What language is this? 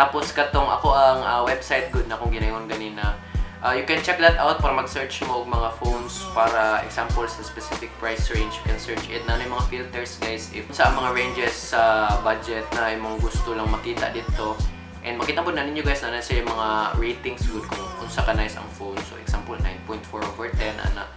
Cebuano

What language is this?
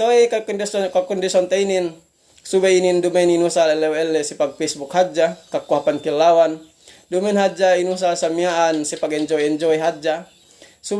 Yakan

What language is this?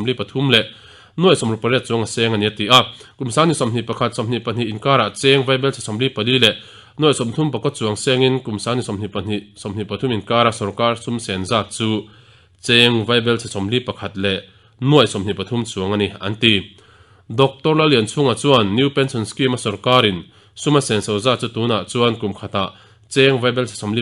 Mizo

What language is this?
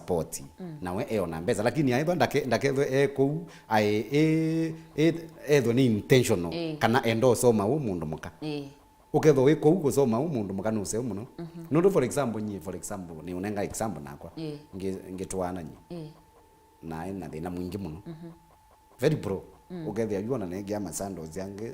Kamba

